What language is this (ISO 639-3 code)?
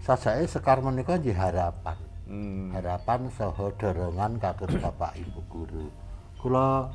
jav